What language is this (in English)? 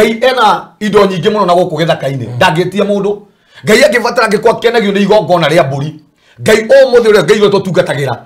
Kikuyu